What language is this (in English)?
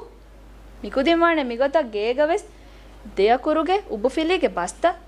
Divehi